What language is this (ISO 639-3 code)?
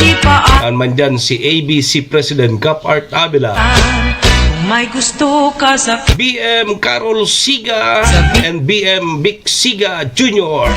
bik